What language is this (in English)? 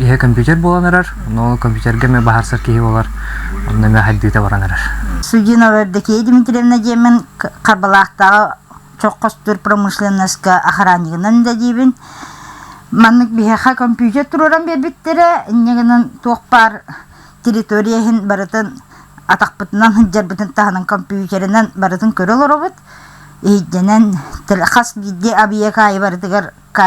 Yakut